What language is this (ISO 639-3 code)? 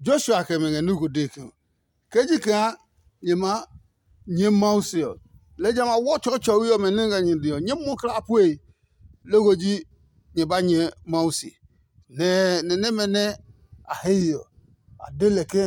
ada